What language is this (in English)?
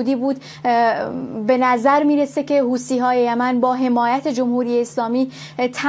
Persian